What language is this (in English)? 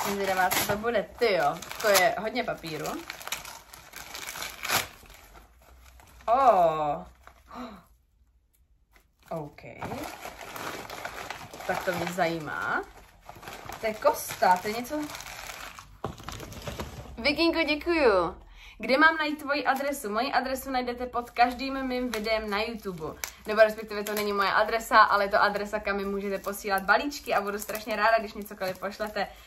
Czech